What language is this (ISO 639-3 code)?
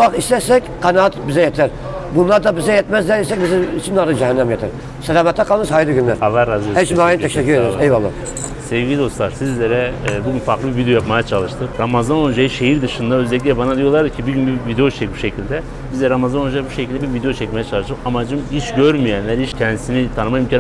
tur